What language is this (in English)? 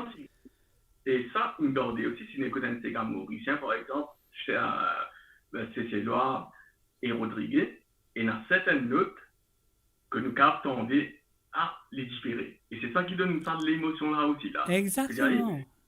Morisyen